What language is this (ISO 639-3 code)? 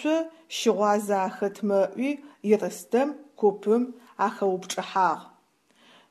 ady